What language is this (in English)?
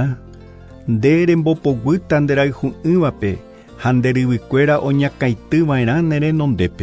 Guarani